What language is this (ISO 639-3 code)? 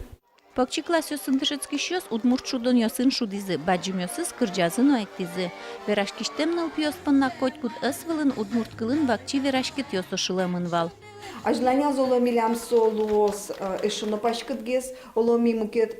udm